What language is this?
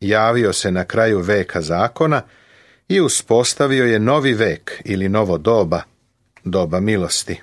Serbian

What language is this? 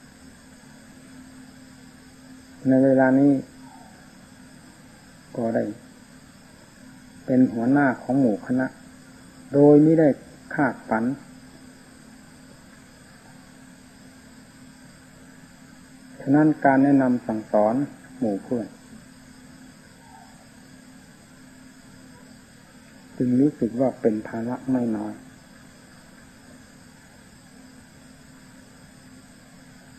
Thai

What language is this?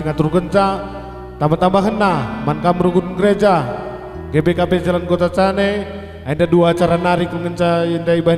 Batak Karo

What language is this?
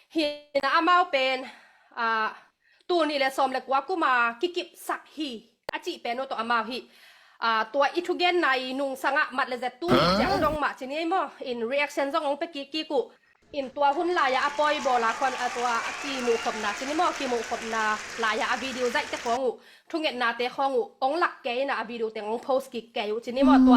Tedim Chin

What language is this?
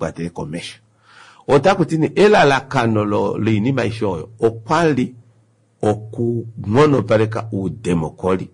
Kuanyama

